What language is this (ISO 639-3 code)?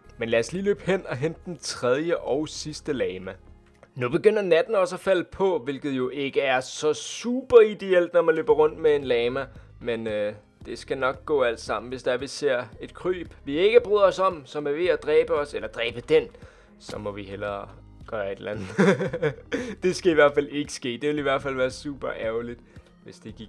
dan